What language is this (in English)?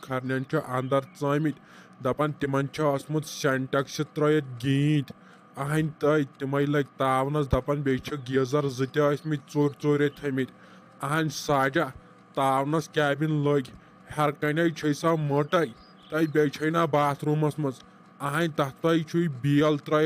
Kashmiri